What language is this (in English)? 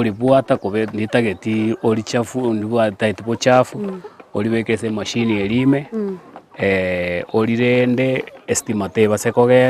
Gusii